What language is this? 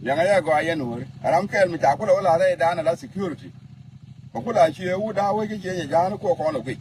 Nuer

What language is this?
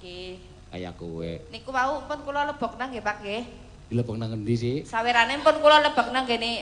Javanese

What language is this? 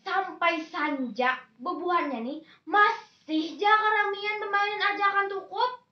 Banjar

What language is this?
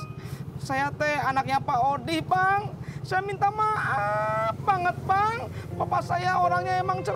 Betawi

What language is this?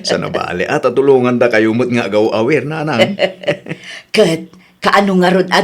Iloko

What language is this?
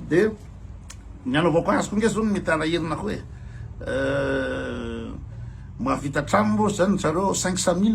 Malagasy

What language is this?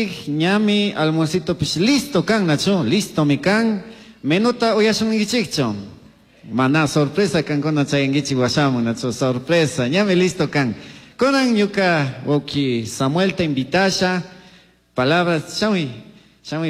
Chimborazo Highland Quichua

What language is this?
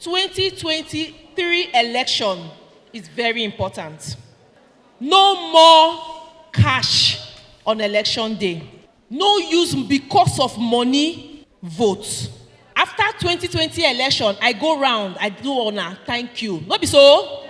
Nigerian Pidgin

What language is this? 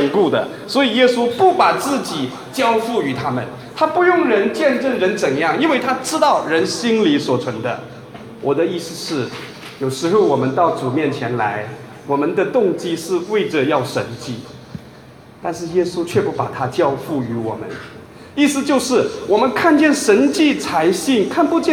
Chinese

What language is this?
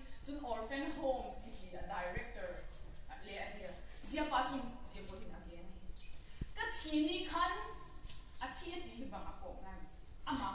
Vaiphei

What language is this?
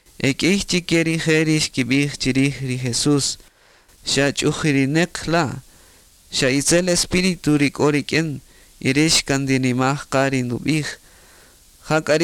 Kaqchikel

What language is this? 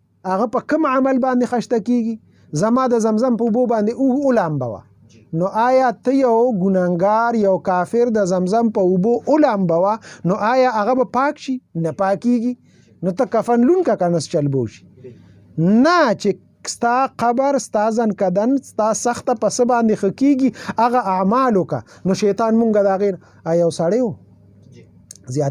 Pashto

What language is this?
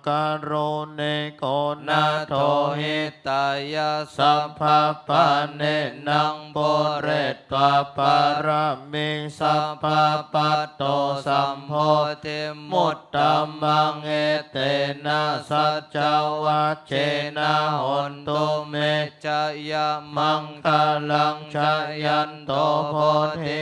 Pali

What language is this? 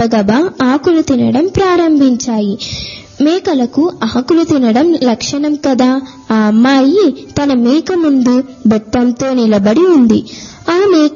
Telugu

